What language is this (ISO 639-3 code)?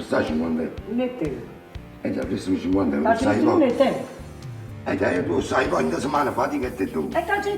nap